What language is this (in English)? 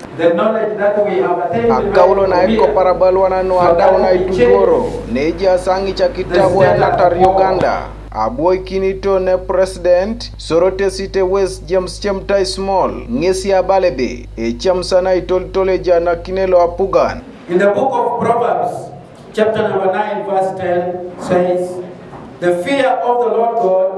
Teso